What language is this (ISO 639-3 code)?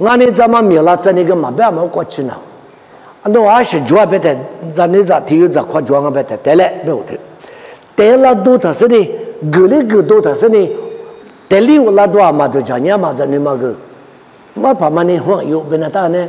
lis